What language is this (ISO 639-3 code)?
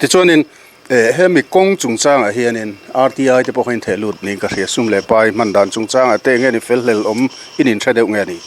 lus